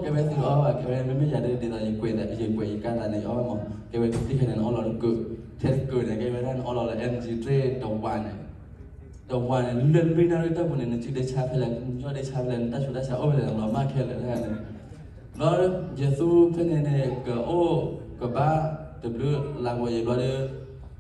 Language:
S'gaw Karen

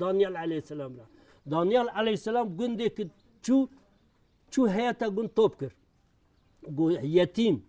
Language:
Kurdish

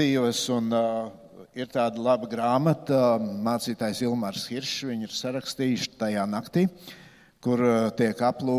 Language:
Latvian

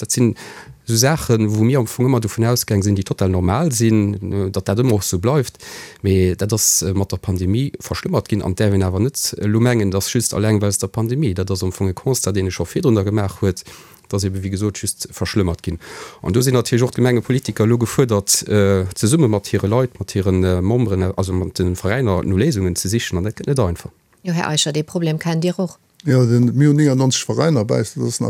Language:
Luxembourgish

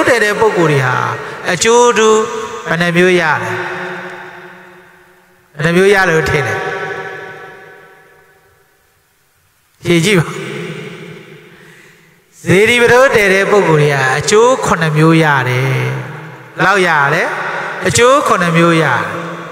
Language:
Burmese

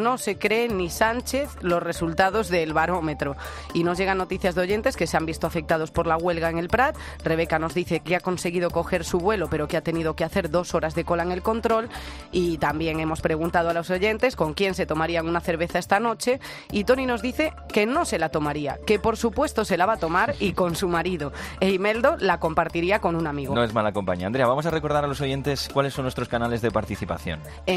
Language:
Spanish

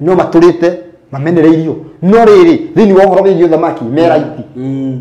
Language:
Kikuyu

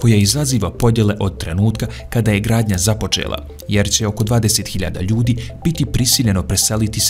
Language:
Bosnian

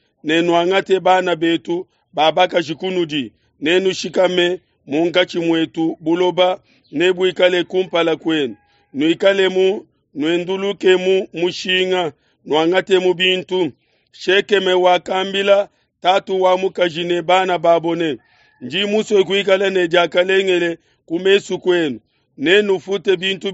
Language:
Luba-Lulua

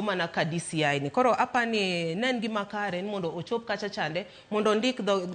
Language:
Luo (Kenya and Tanzania)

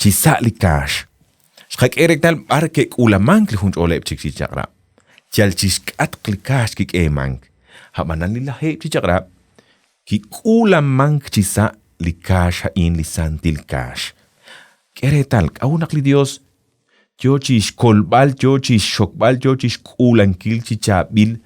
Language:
Kekchí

